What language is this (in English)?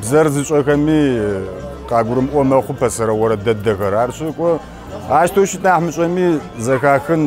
Kabardian